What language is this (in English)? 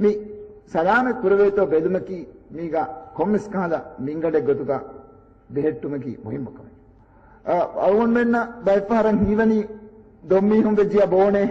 Divehi